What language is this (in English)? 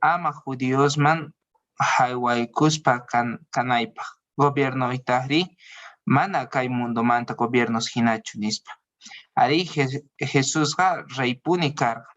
Quechua